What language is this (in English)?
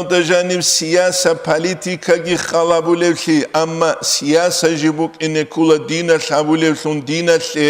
Avaric